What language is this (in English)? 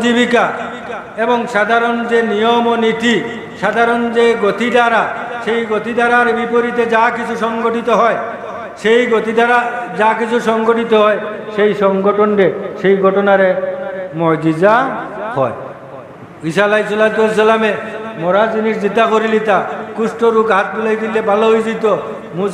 Sylheti